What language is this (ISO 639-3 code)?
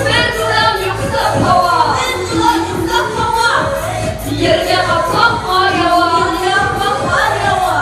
bak